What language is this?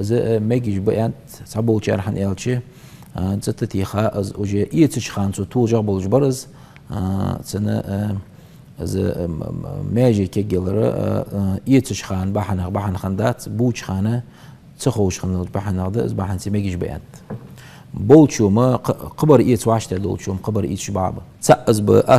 Ingush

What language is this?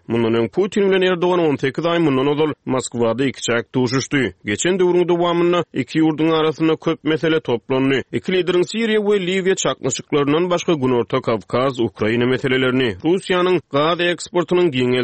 Turkmen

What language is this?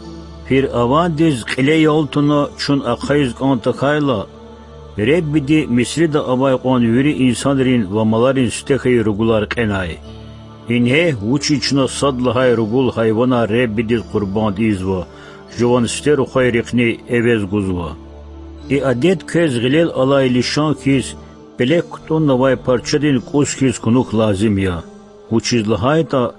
Lezghian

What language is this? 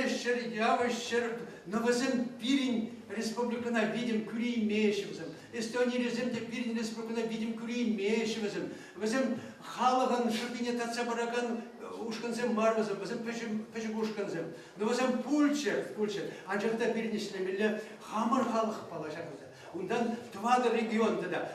Chuvash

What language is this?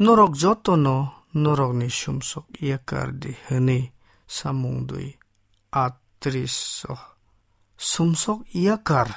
Kok Borok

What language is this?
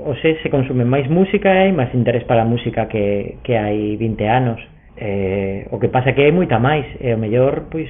Galician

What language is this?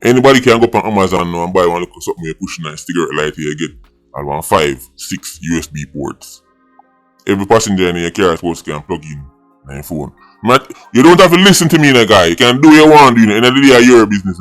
Jamaican Creole English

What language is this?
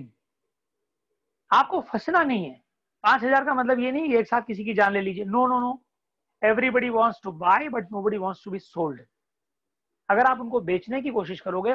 Hindi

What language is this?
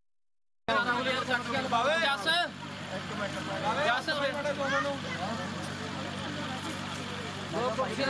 Punjabi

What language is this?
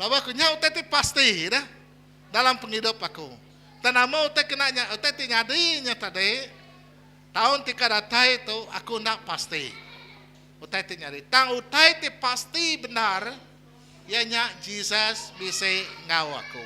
Iban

